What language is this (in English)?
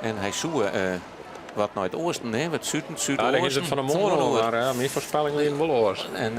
Western Frisian